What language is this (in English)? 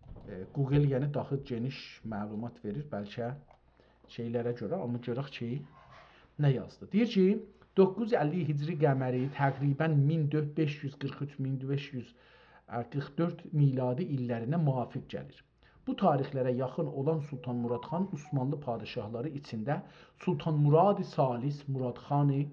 South Azerbaijani